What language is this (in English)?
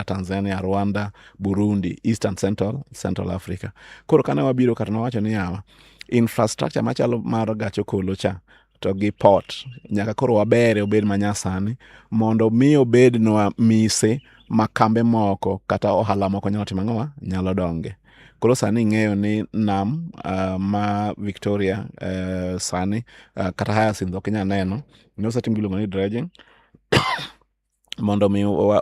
Luo (Kenya and Tanzania)